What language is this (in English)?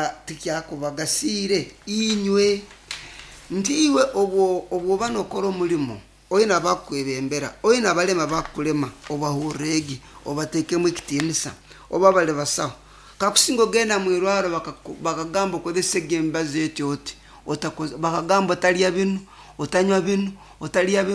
Nyoro